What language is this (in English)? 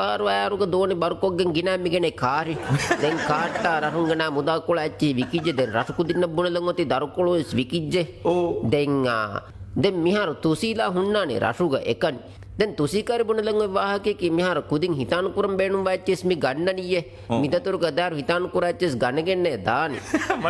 Divehi